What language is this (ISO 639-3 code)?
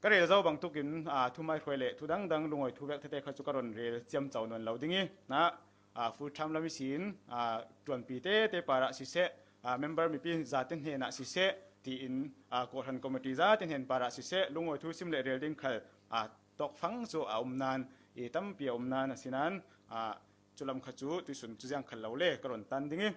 cfm